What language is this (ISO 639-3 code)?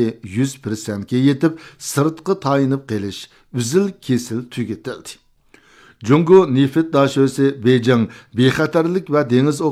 uig